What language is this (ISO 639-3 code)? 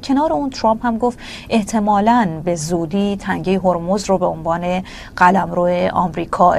fas